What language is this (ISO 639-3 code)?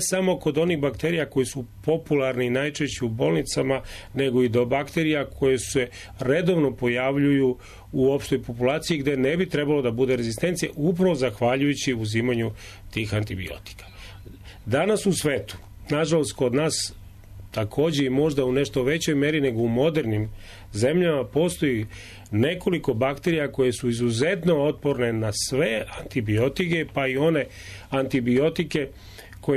srp